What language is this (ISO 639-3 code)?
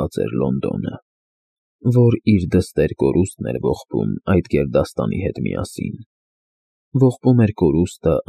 hye